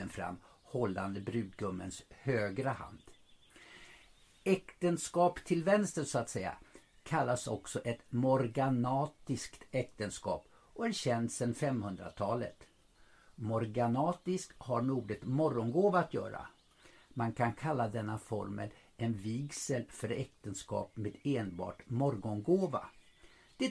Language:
Swedish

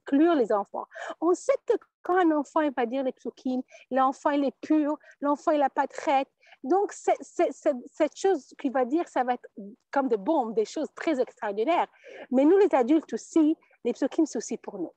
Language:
French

